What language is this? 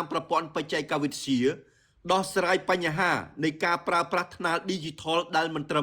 Khmer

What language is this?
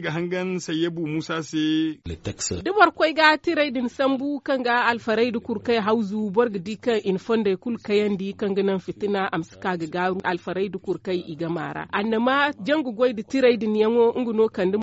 Zarma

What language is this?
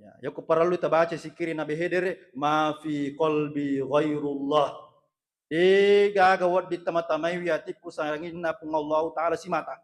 Buginese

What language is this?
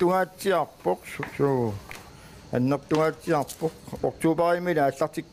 Kalaallisut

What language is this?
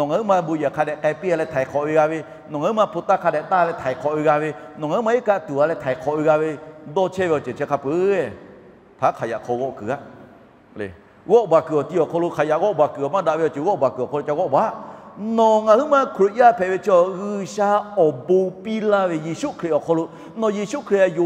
Lahu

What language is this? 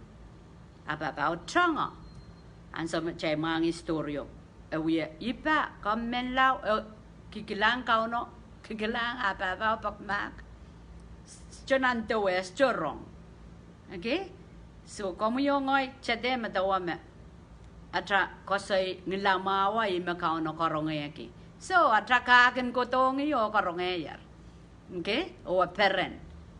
Pohnpeian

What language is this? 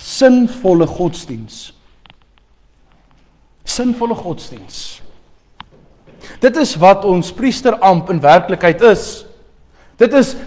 Afrikaans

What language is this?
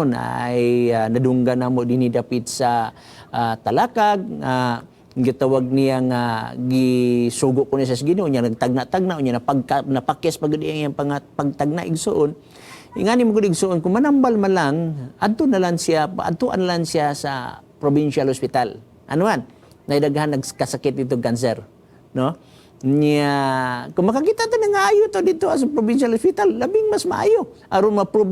Cebuano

